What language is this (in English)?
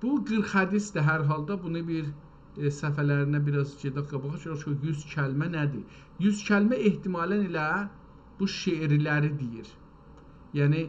South Azerbaijani